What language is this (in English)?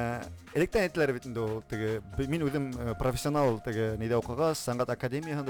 Bashkir